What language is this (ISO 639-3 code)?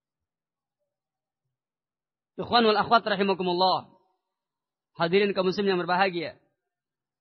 ind